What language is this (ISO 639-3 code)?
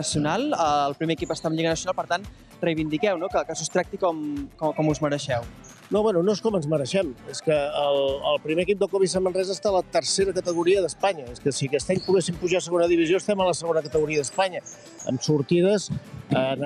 cat